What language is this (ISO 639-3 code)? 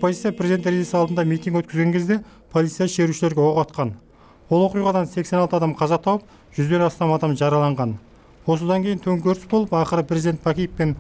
kaz